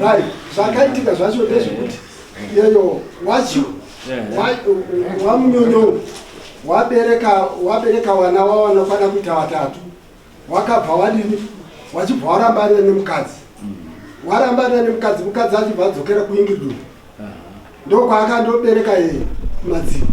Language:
Shona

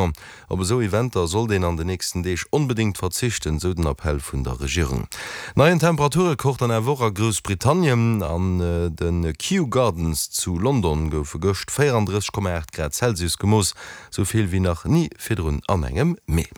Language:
Luxembourgish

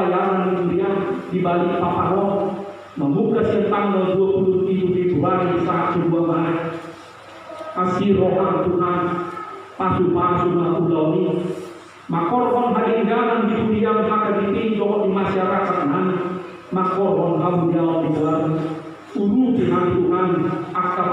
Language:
Batak Toba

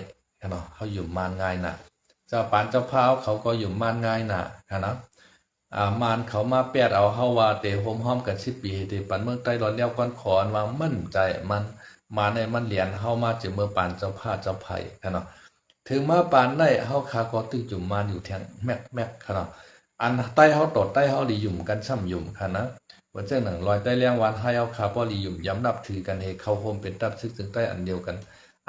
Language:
Shan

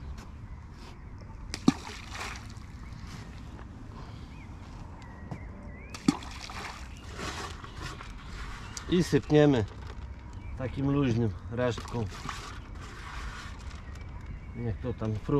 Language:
Polish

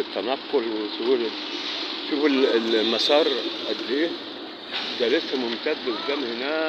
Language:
Egyptian Arabic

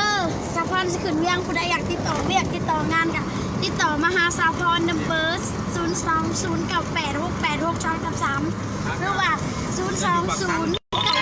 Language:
Lao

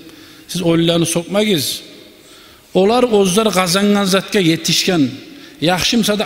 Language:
Kumyk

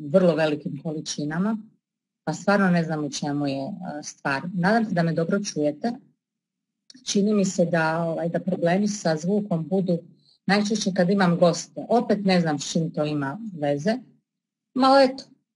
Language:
Croatian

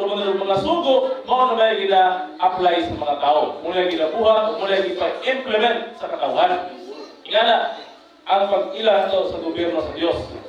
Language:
Cebuano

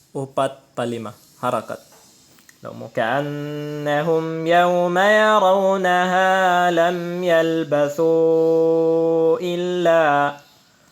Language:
Tausug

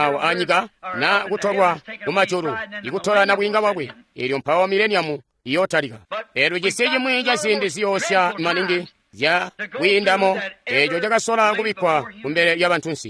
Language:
Tonga (Zambia)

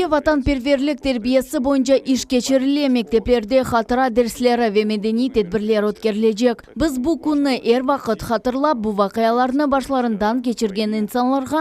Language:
Crimean Tatar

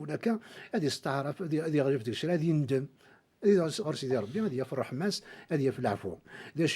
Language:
Kabyle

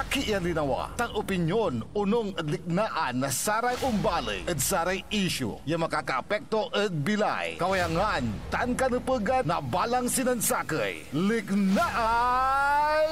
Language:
Pangasinan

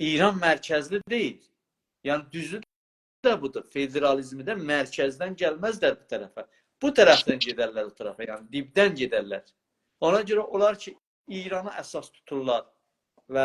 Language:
South Azerbaijani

